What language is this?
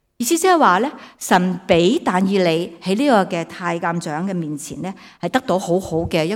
Cantonese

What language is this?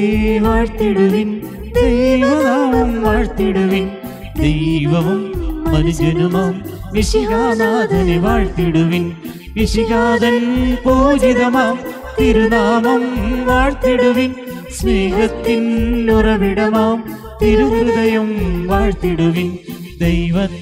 Malayalam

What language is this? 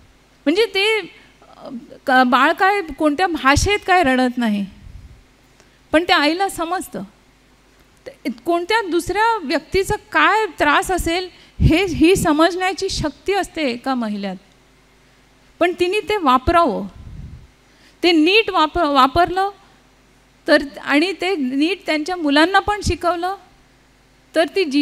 Marathi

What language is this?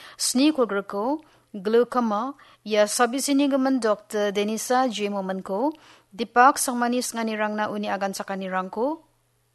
Garo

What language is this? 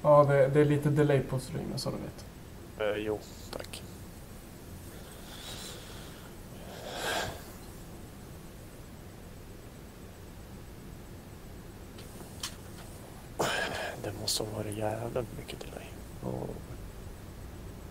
Swedish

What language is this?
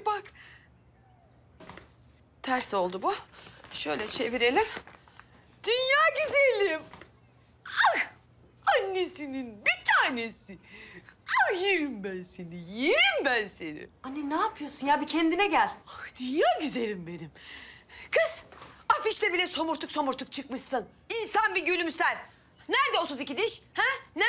Turkish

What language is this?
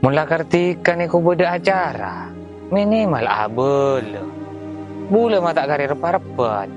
Madurese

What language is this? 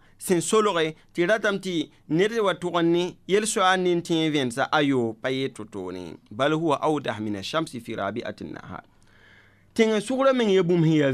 Mossi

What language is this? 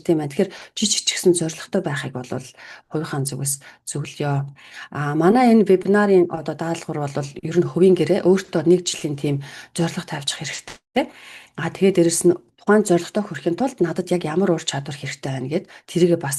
Mongolian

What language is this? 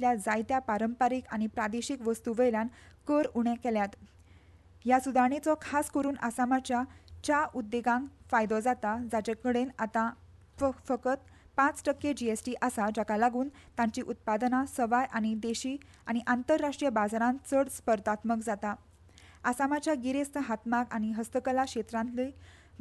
Konkani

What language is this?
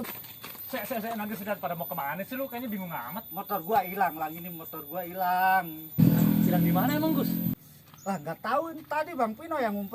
Betawi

